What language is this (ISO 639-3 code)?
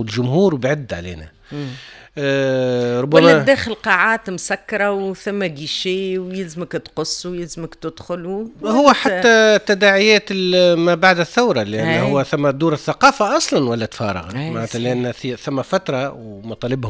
aeb